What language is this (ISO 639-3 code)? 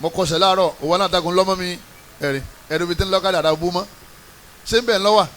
yor